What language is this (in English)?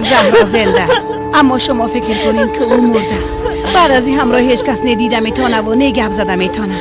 Persian